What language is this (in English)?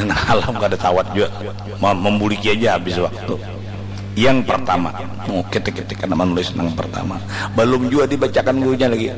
Banjar